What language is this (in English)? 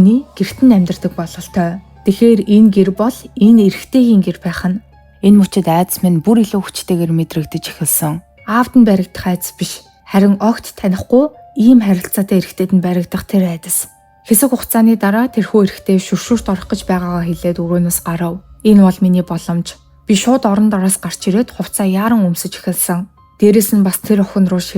Mongolian